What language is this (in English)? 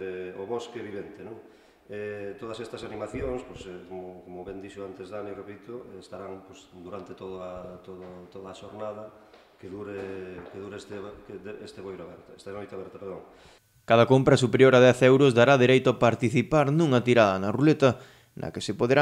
Galician